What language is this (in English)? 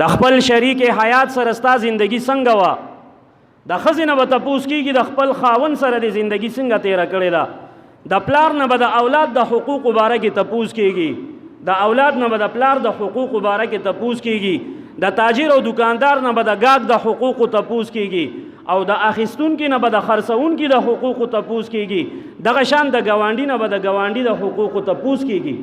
Pashto